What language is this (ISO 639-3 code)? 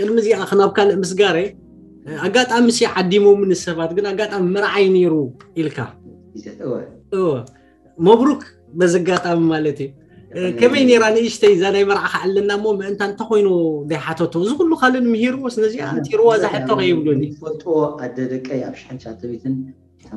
tir